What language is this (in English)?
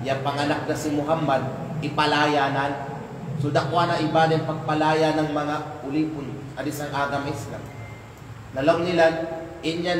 Kalagan